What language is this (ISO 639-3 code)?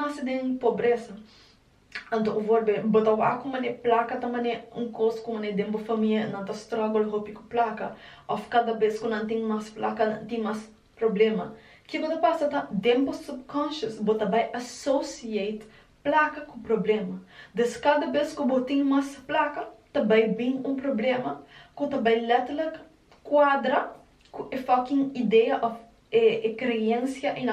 pap